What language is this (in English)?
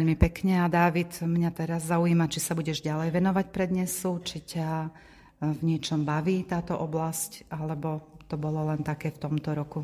Slovak